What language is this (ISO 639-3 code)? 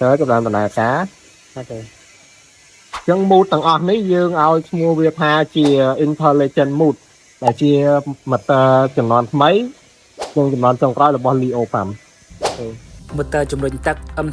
khm